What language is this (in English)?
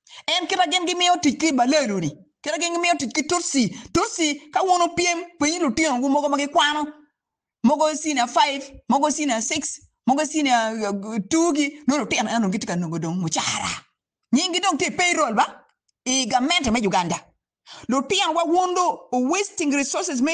Acoli